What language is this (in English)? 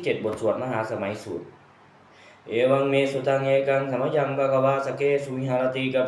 Pali